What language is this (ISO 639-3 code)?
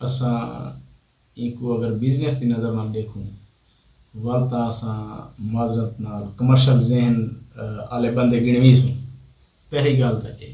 skr